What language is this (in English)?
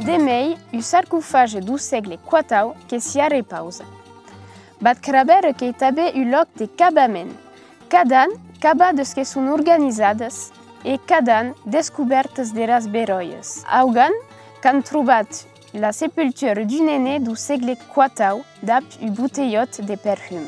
Occitan